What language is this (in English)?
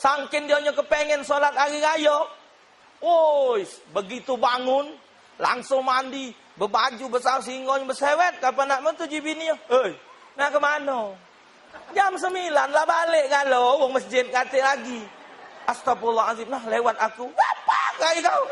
Musi